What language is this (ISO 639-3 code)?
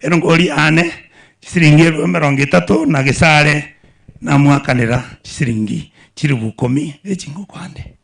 guz